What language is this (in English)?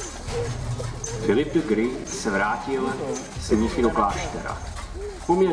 Czech